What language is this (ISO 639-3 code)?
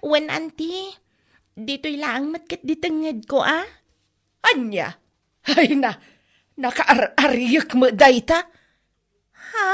ilo